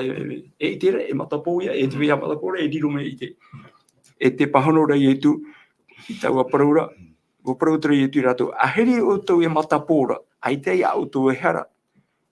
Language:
Tahitian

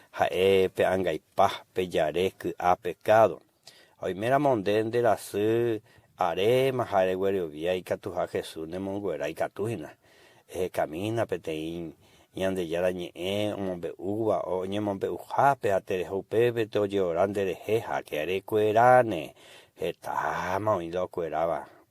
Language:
Guarani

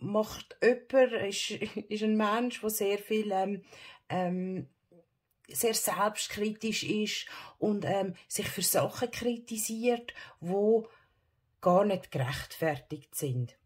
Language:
Swiss German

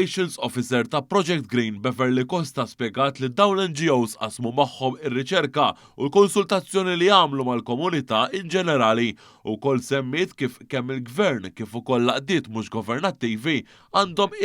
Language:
Maltese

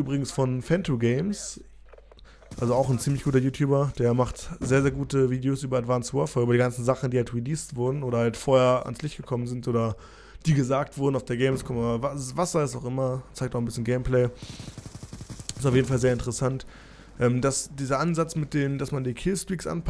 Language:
German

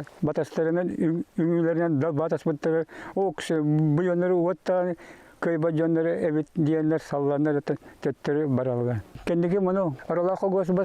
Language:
Yakut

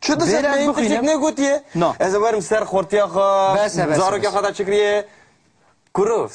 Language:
Kurdish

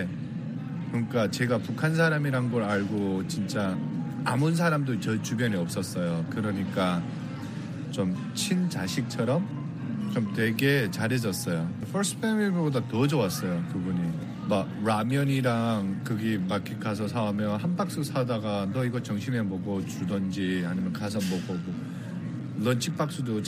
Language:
Korean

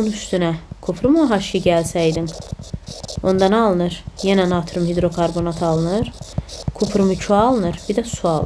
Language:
Azerbaijani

